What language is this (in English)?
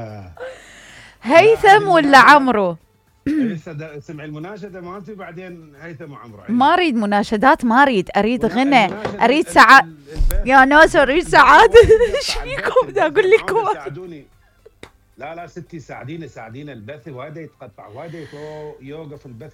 Mesopotamian Arabic